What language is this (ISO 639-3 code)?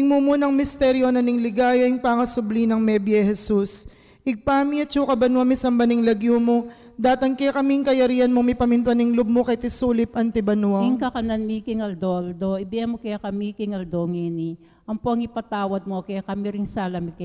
pam